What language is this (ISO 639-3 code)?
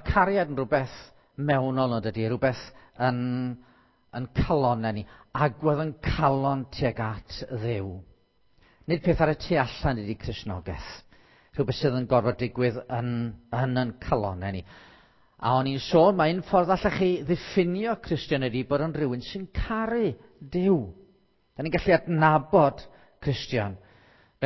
cym